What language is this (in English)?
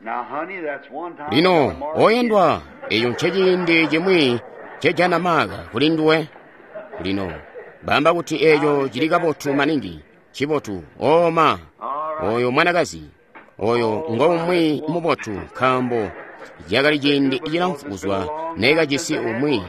Tonga (Zambia)